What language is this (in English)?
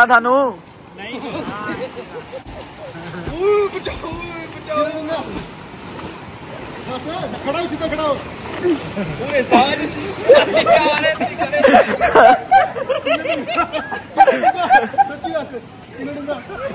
Punjabi